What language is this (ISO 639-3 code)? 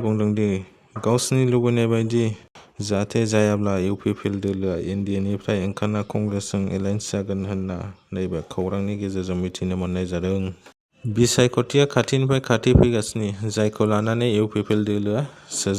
brx